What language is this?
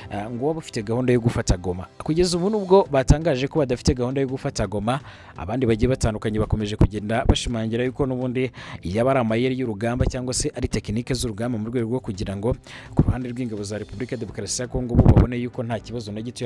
Kinyarwanda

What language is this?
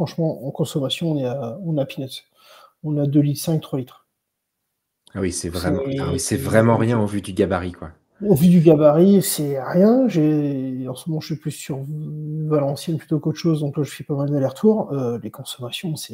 French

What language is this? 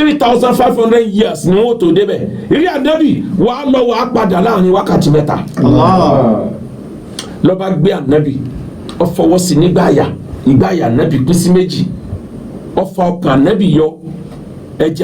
Yoruba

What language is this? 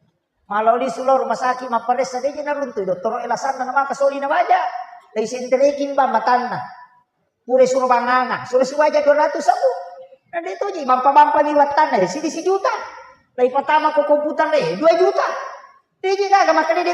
Buginese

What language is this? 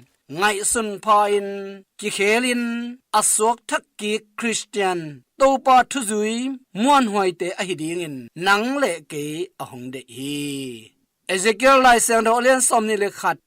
Tedim Chin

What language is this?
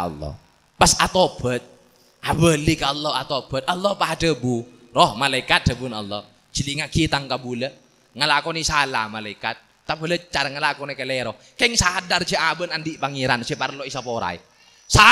Madurese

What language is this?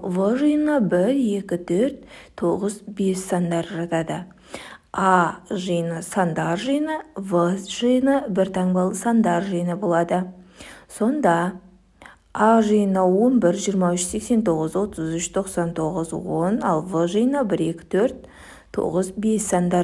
Kazakh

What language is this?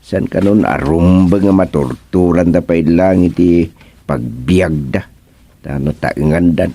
Iloko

